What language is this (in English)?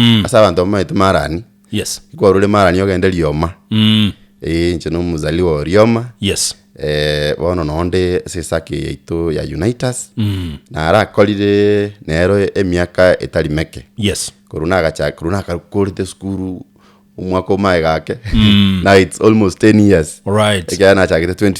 Gusii